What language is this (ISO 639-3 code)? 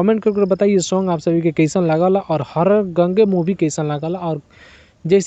bho